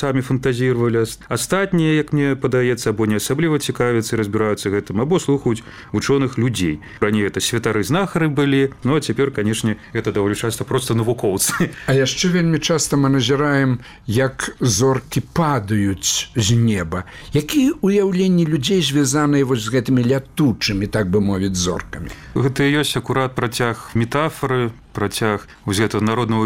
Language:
Belarusian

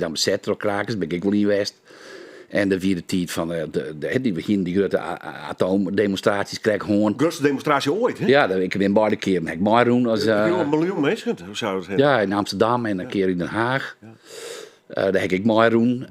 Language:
Western Frisian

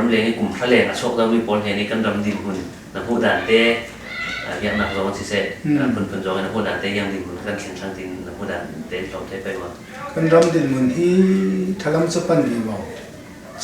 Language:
Falam Chin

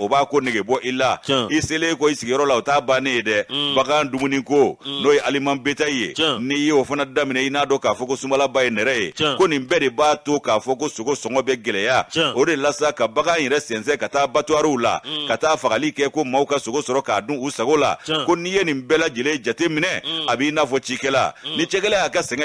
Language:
Bambara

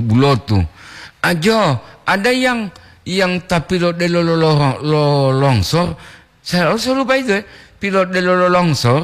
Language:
Gorontalo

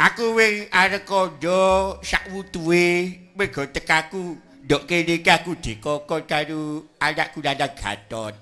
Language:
Javanese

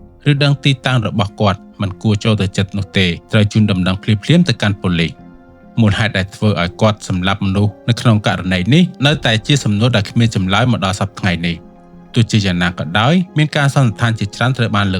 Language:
Khmer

